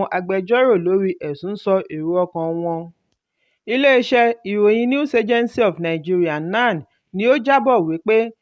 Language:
Yoruba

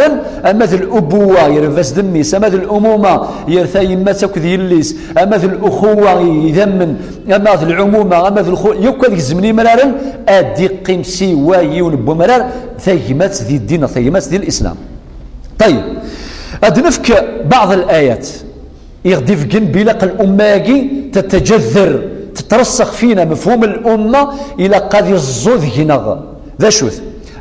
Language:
Kabyle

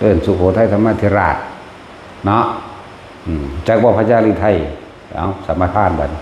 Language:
Northeastern Thai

